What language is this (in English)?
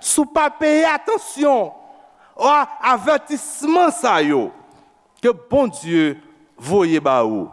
Haitian Creole